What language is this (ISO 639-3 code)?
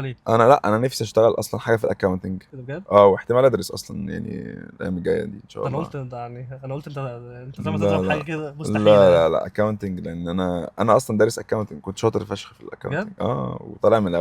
arz